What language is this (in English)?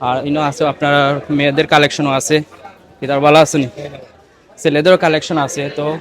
Sylheti